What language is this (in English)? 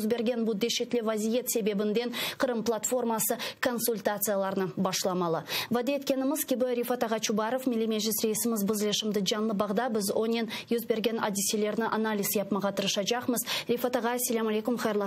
Crimean Tatar